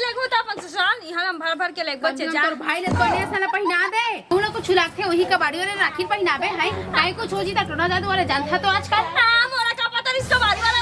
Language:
Chhattisgarhi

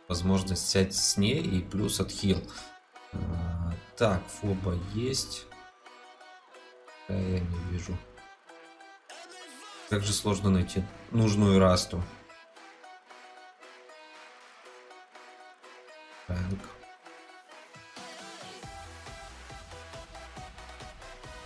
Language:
Russian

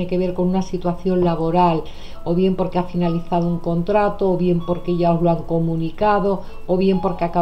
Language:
Spanish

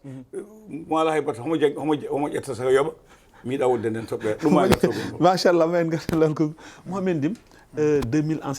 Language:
Fula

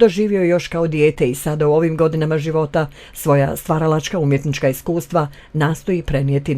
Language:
Bosnian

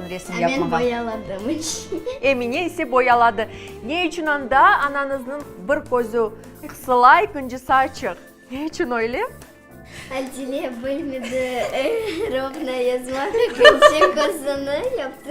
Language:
Crimean Tatar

